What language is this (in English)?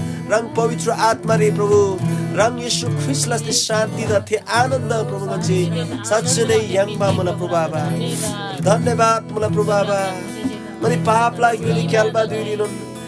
Eastern Tamang